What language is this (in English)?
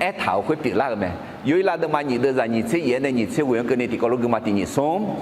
Akha